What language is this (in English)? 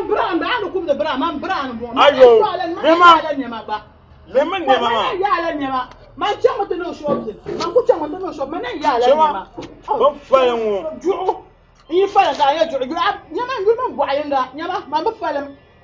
Dagbani